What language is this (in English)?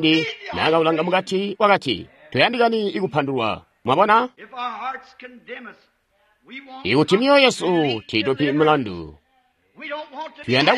Tonga (Zambia)